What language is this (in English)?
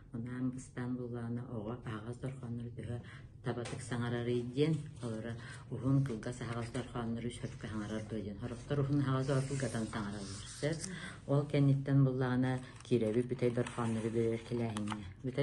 Yakut